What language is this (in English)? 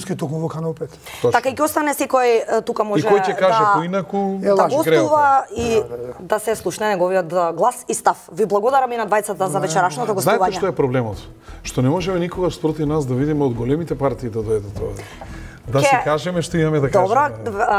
Macedonian